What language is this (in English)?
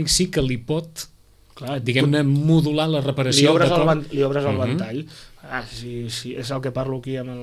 Catalan